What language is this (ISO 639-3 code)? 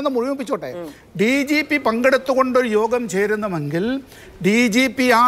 mal